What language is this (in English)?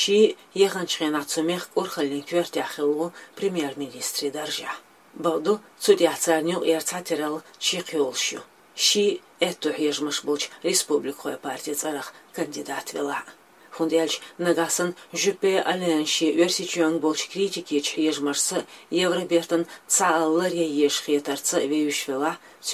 Chechen